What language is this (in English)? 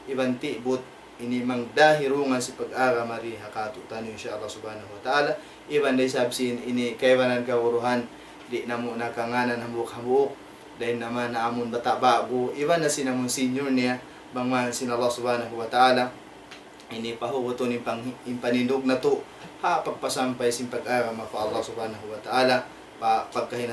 Tausug